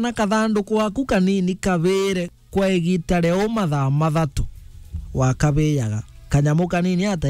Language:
Meru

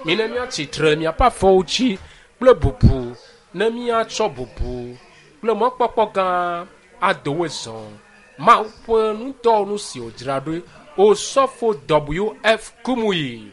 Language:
Ewe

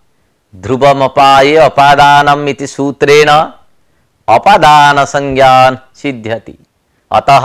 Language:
Sanskrit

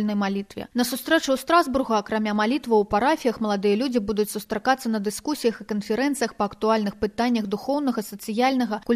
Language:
Belarusian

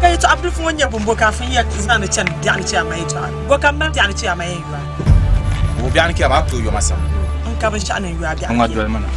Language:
Dagbani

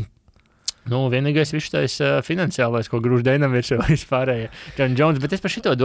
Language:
Latvian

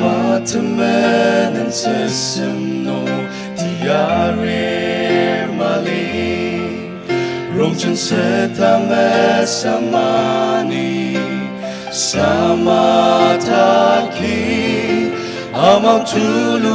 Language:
Ao Naga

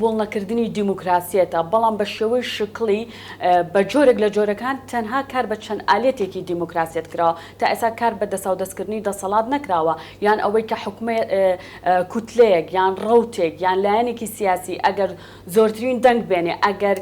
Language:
Central Kurdish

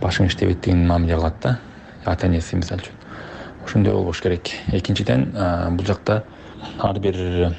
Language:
Kyrgyz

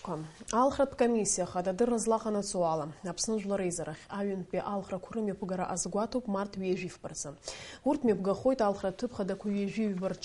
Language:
Abkhazian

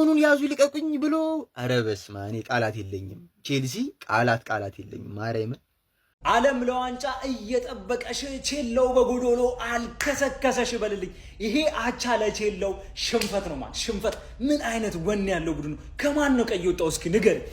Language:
Amharic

